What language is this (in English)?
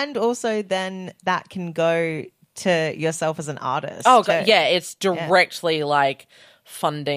English